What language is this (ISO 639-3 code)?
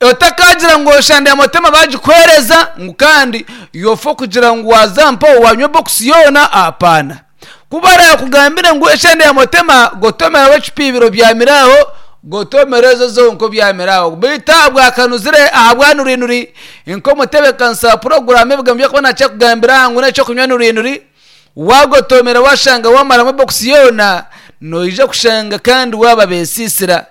nyn